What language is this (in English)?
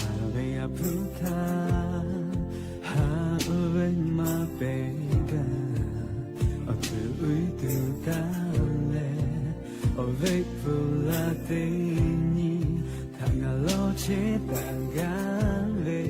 Lahu